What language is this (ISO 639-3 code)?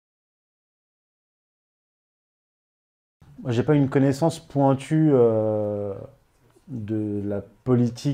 fra